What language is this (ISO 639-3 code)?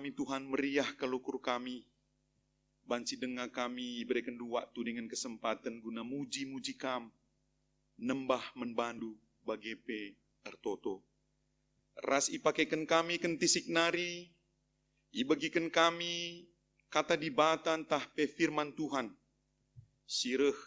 btx